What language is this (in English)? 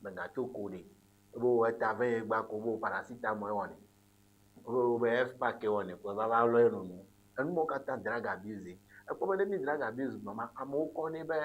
Ewe